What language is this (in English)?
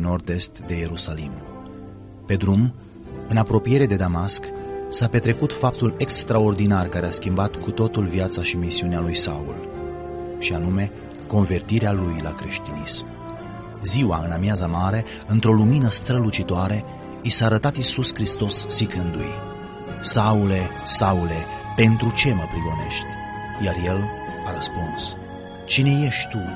Romanian